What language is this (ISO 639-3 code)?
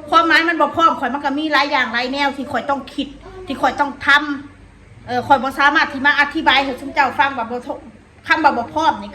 tts